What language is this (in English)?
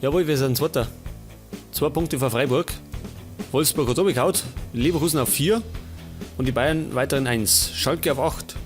Bavarian